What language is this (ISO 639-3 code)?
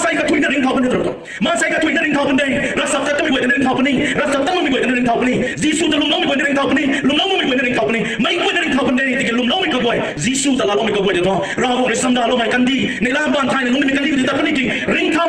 nbu